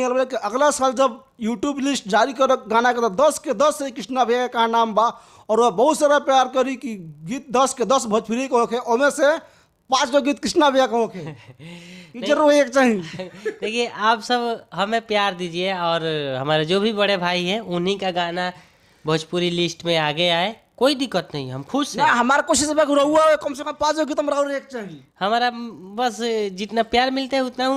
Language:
Bhojpuri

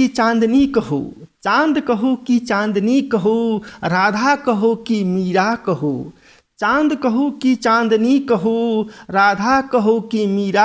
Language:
Maithili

